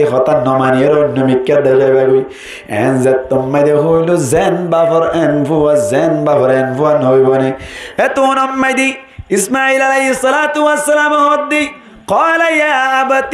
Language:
Rohingya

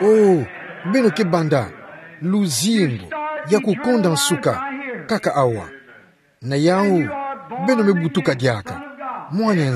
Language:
Kituba (Democratic Republic of Congo)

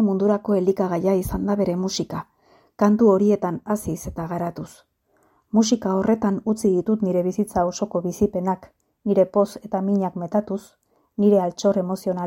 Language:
Basque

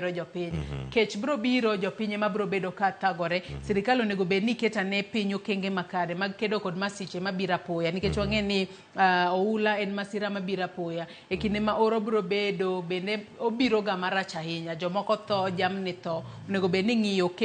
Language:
Luo (Kenya and Tanzania)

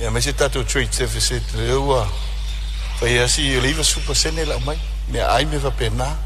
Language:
Samoan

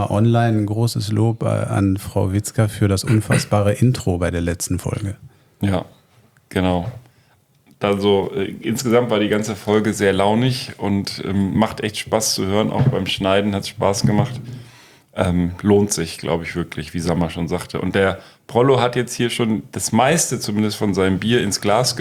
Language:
German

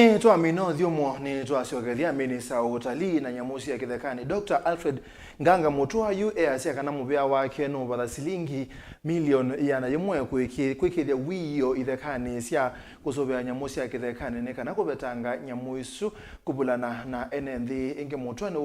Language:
Kamba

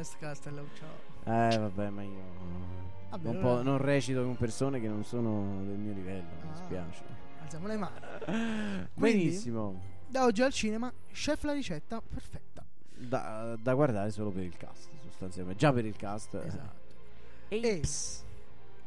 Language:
Italian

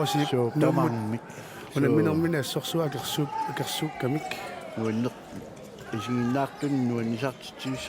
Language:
Kalaallisut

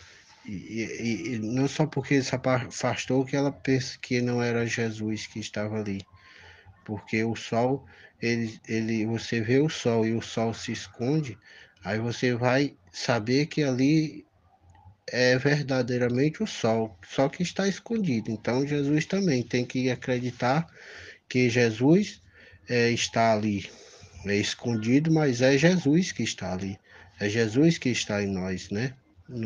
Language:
Portuguese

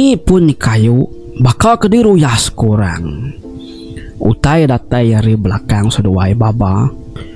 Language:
Iban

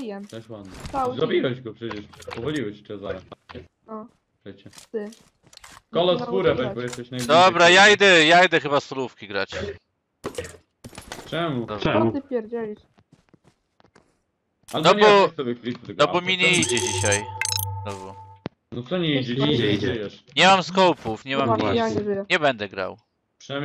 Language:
Polish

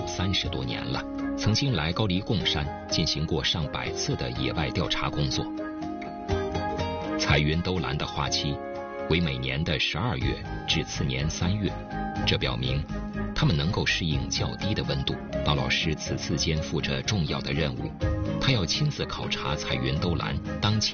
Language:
Chinese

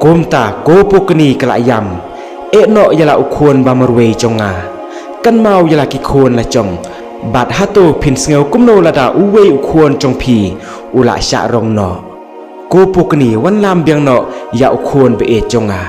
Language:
Khasi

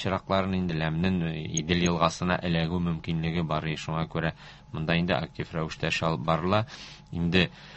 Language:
Tatar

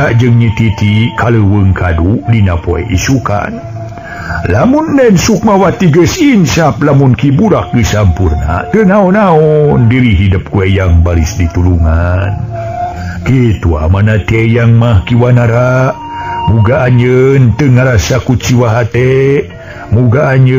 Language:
Sundanese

